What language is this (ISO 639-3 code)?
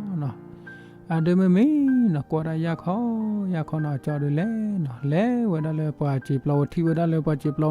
ksw